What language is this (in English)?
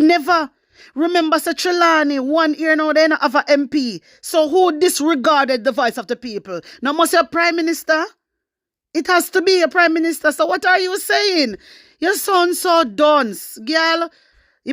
Jamaican Creole English